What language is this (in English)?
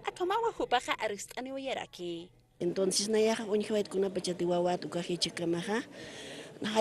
Aymara